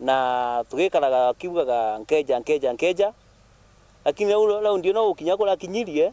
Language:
Meru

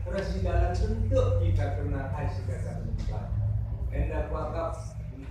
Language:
Batak Karo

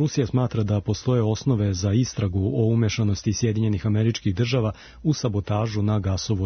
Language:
Serbian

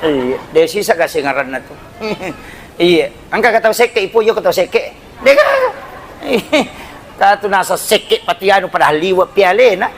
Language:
Buginese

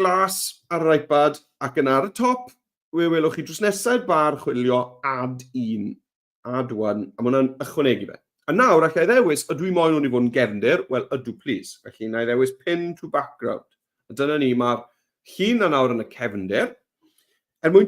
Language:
Welsh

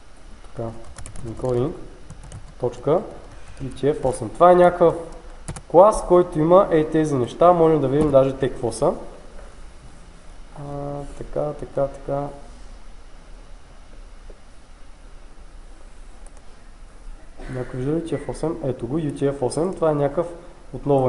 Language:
Bulgarian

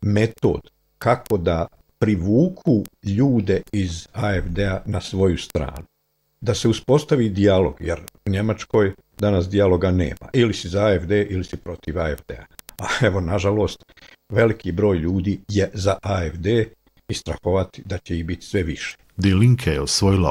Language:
Croatian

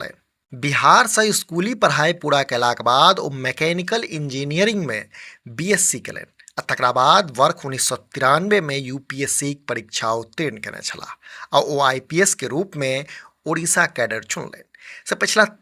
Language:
Maithili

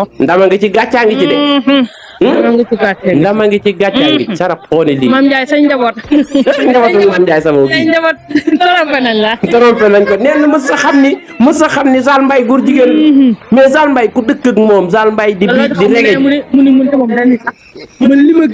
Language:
Wolof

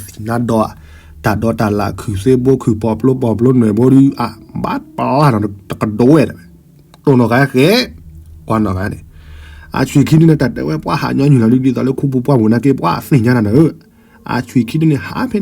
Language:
S'gaw Karen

